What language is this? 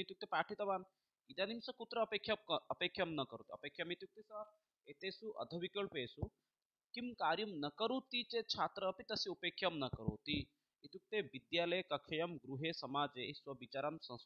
Sanskrit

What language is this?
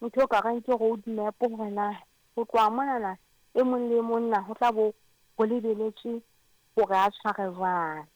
Southern Sotho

